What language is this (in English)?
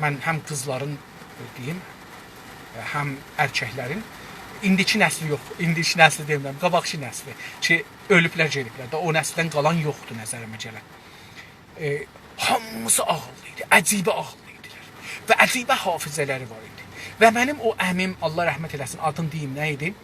South Azerbaijani